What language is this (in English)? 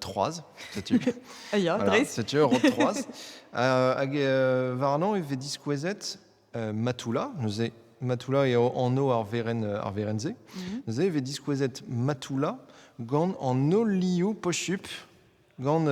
Breton